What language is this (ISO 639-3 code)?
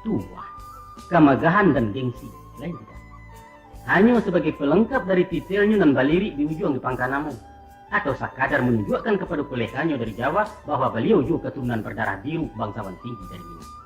min